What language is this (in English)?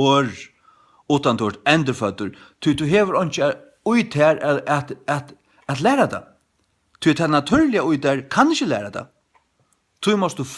Faroese